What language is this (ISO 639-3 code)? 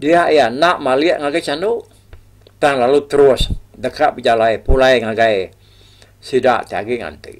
iba